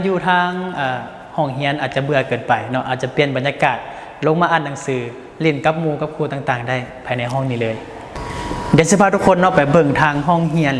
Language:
Lao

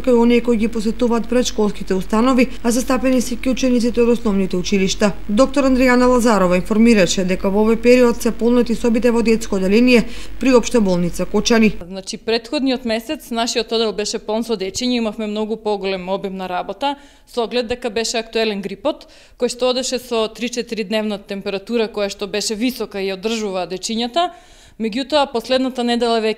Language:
Macedonian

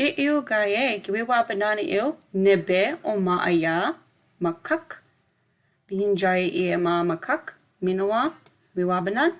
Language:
Chippewa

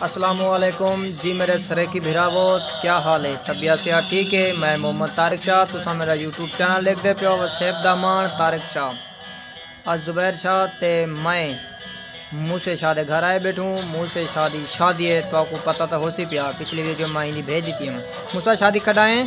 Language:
Saraiki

